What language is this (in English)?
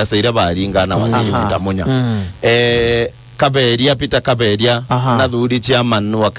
Meru